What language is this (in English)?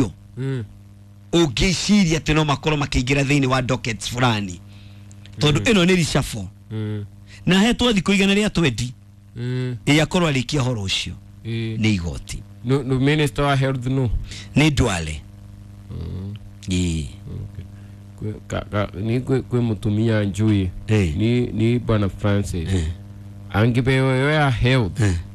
Kikuyu